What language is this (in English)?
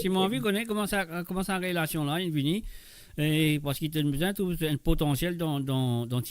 Morisyen